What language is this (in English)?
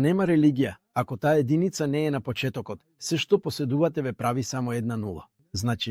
Macedonian